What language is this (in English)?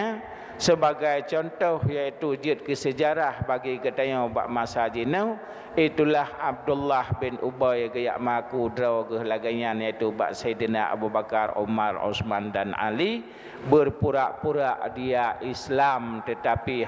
Achinese